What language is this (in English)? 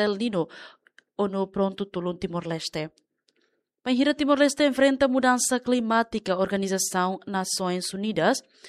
Tetum